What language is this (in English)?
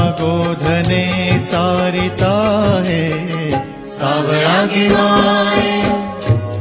Marathi